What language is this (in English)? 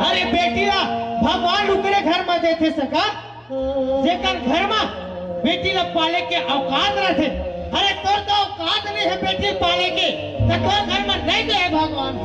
Chhattisgarhi